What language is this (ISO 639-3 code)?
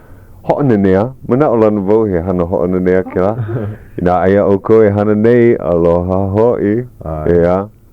haw